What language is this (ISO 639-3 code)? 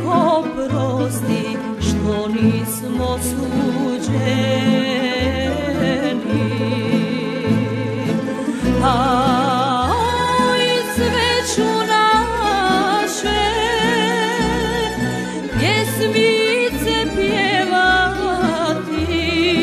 bos